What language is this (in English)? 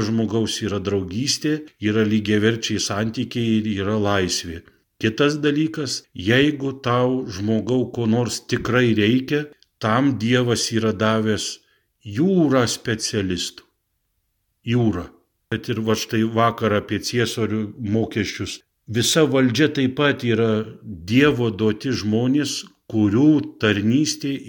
Lithuanian